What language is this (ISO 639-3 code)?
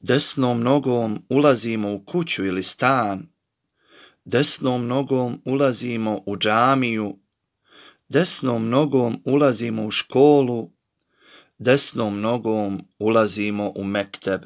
bos